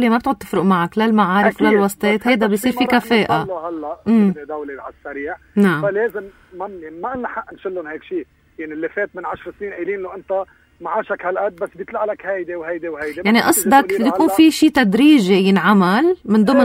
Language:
North Levantine Arabic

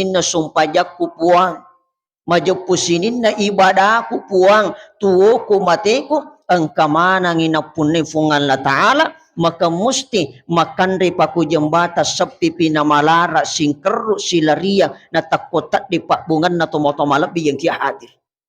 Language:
Buginese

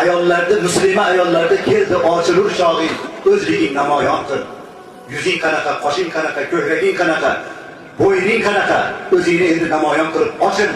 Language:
Uzbek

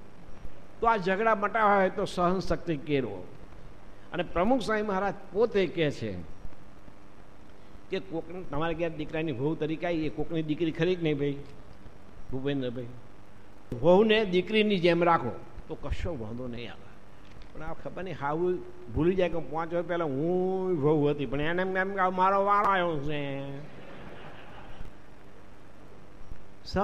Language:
Gujarati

